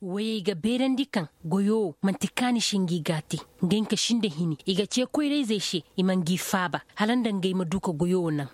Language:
Koyraboro Senni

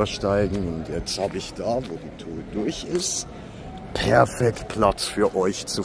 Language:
Swiss German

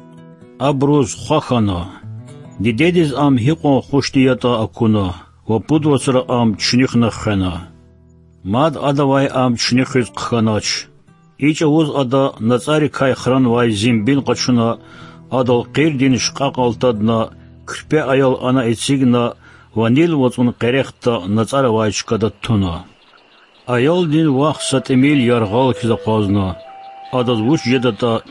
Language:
Lezghian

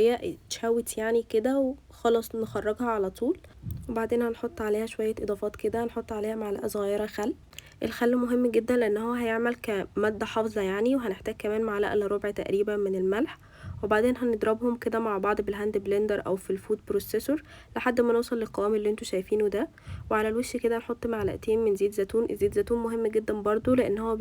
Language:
Egyptian Arabic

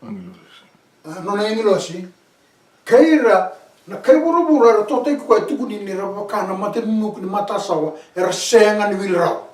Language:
Fijian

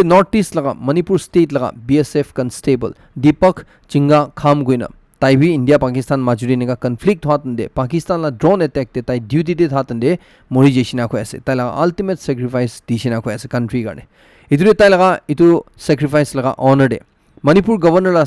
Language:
Naga Pidgin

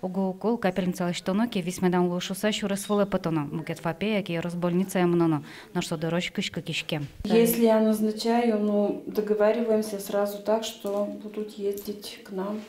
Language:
Udmurt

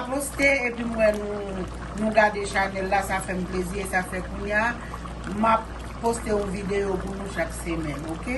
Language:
Haitian Creole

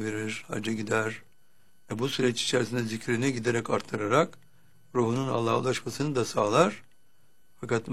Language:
Turkish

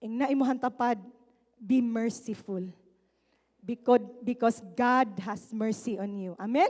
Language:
Cebuano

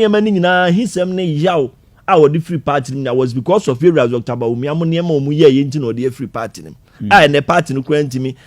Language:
Akan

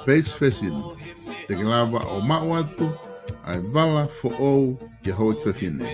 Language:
Tongan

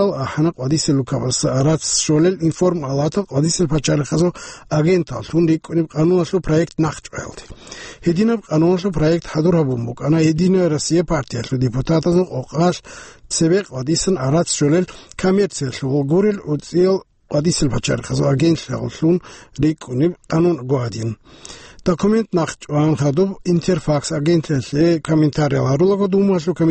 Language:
Avaric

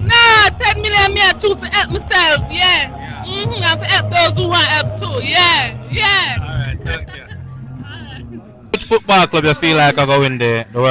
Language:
Jamaican Creole English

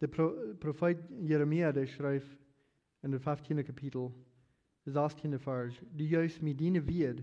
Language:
Plautdietsch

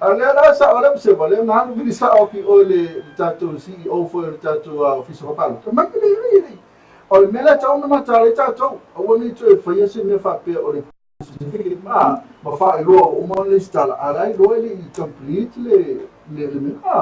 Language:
Samoan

